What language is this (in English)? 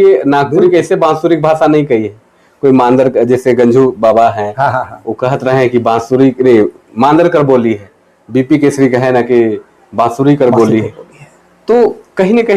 Sadri